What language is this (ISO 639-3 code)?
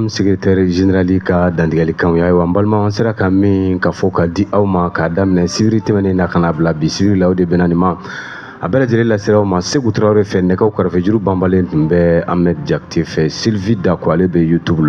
bam